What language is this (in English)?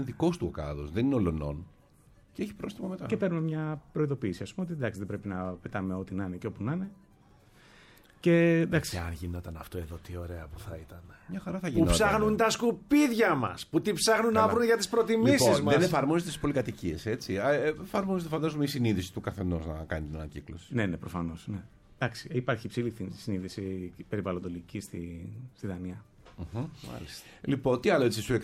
Greek